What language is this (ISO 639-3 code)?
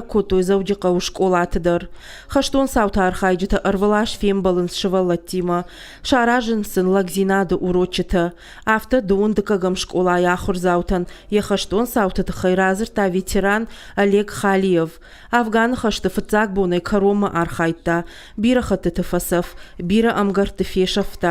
oss